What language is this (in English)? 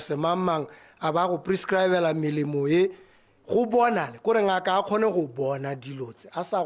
Tswana